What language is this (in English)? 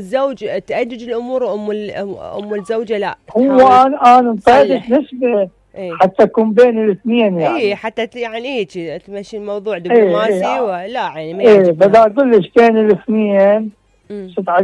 Mesopotamian Arabic